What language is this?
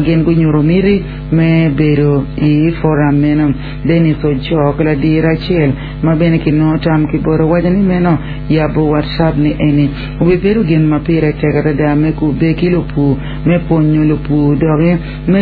Acoli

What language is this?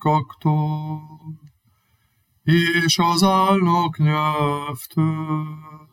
Hungarian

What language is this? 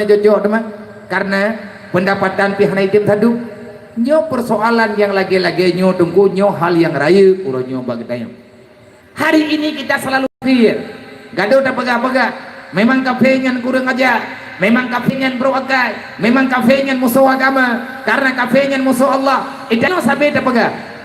Achinese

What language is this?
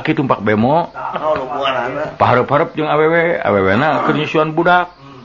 Sundanese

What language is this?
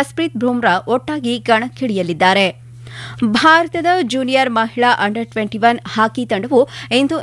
Kannada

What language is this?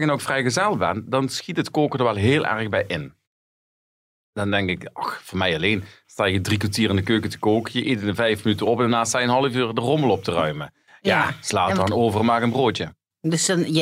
Dutch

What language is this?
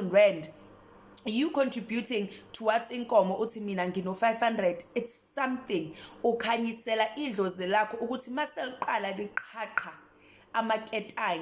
Zulu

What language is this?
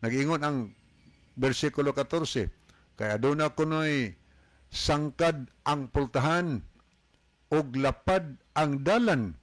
Cebuano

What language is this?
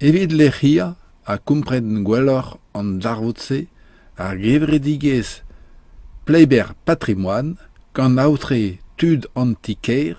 Breton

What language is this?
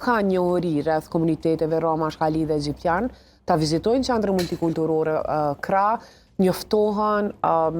Albanian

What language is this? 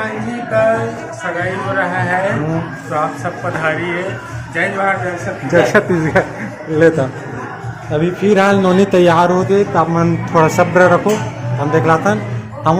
Chhattisgarhi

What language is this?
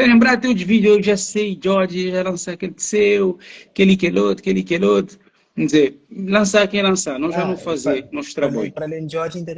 Kabuverdianu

